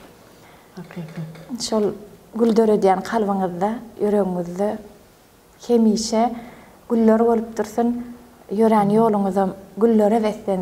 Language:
Turkmen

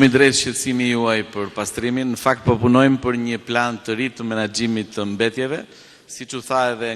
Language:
Albanian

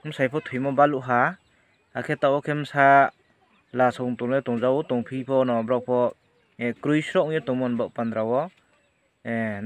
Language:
Riang (India)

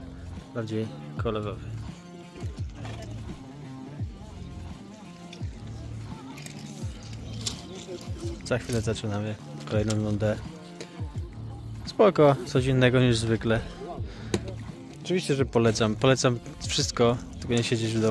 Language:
Polish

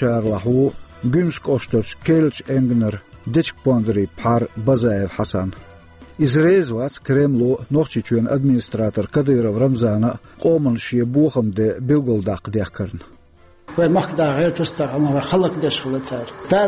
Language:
Chechen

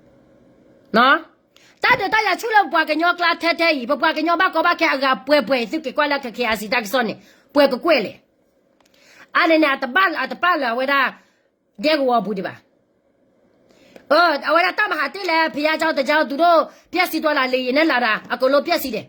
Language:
S'gaw Karen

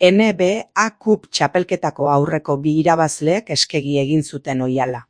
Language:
Basque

